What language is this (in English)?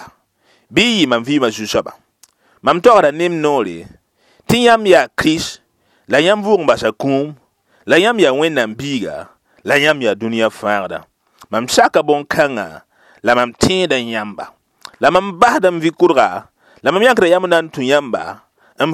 Mossi